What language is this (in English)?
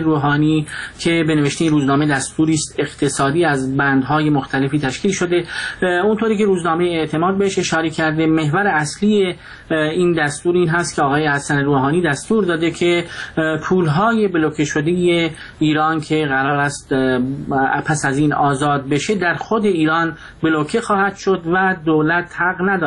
Persian